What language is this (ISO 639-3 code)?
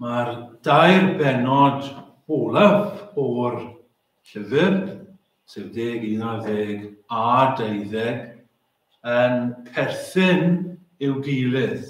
cym